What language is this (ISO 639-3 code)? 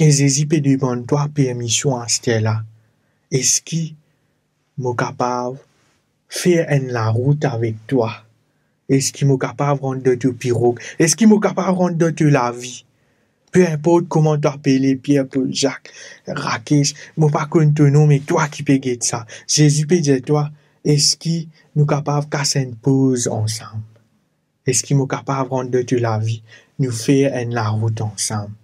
mfe